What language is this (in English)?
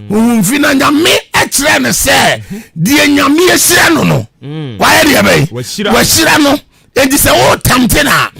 Akan